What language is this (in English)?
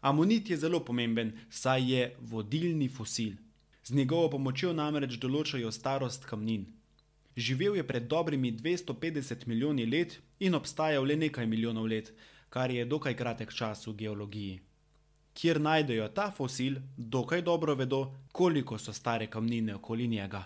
Slovenian